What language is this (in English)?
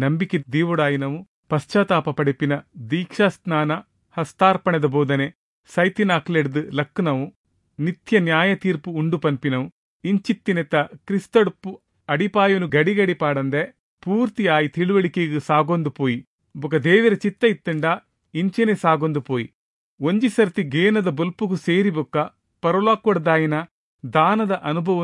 Tulu